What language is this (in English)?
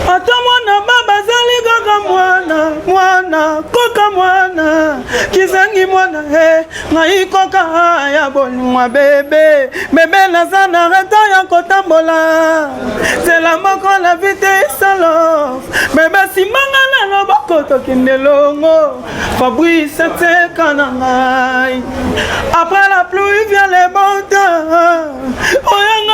Lingala